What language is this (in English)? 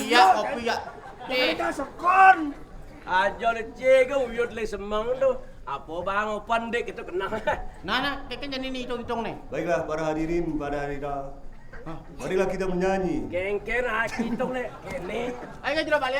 Balinese